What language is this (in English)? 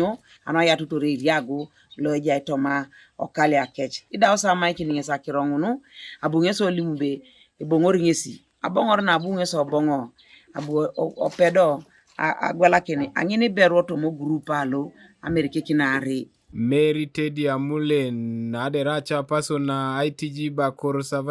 Teso